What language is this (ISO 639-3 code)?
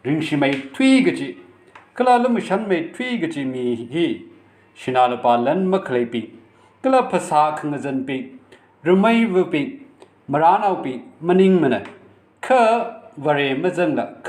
nmf